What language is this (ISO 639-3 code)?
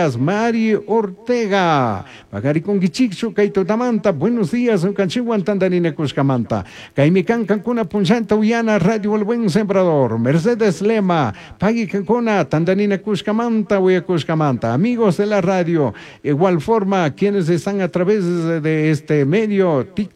qug